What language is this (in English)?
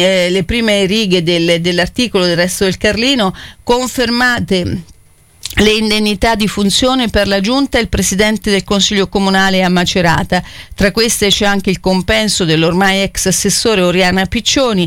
Italian